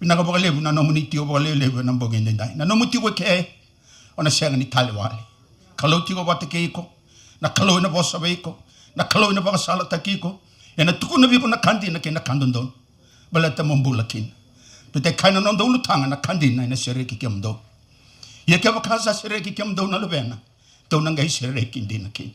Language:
Fijian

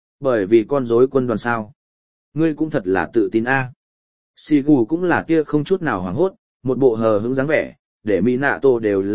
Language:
Vietnamese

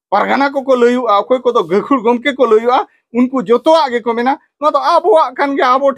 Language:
Santali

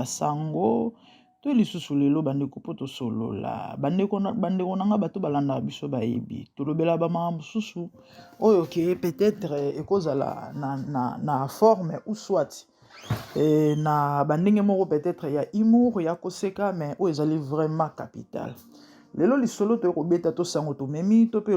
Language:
Lingala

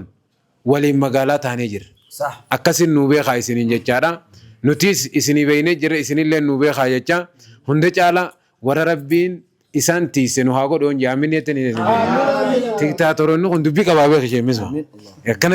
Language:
Oromo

